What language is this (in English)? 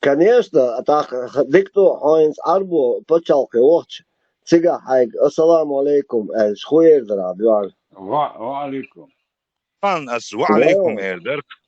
Chechen